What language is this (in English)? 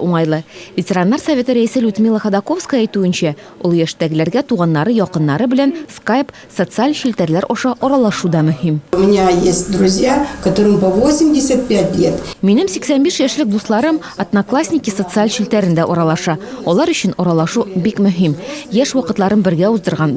Tatar